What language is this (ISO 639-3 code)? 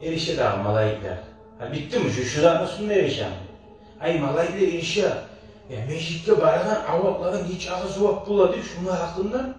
kum